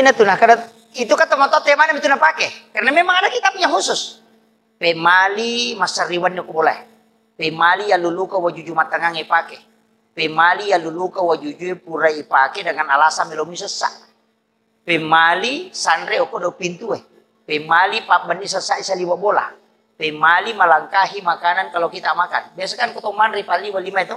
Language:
Buginese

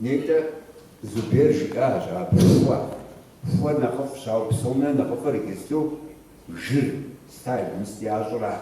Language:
Kabardian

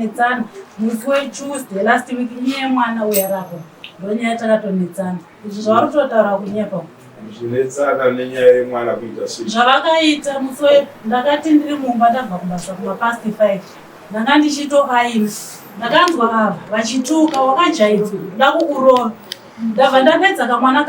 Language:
Shona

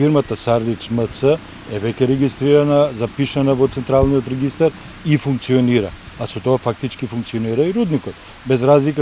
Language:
Macedonian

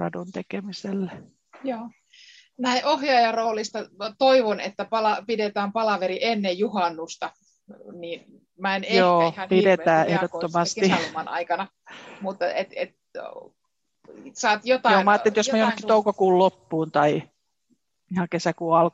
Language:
Finnish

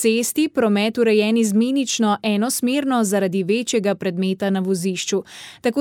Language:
Slovenian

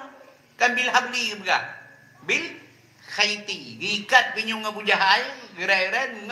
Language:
Achinese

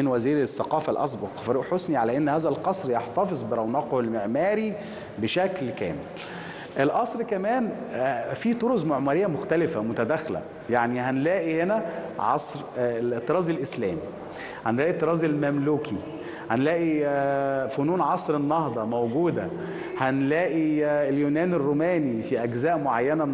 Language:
Egyptian Arabic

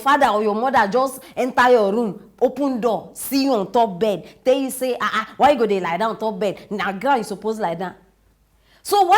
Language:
Nigerian Pidgin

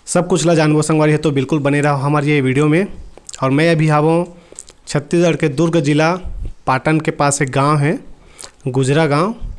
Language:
Chhattisgarhi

